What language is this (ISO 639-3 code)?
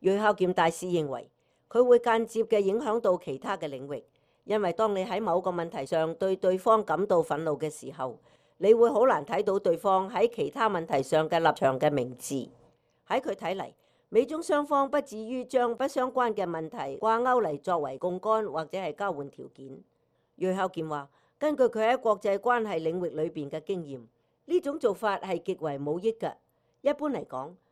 yue